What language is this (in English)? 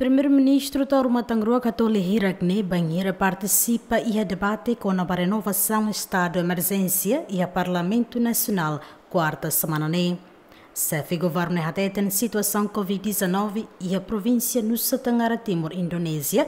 Tetum